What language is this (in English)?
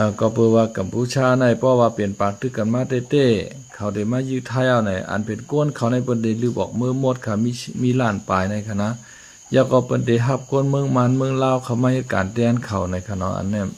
Shan